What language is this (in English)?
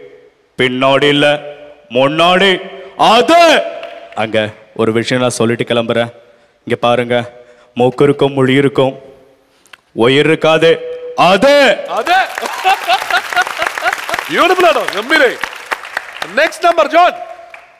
Malayalam